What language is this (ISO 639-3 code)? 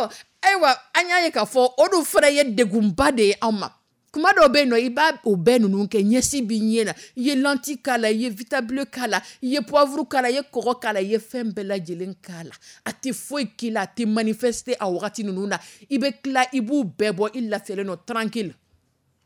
dyu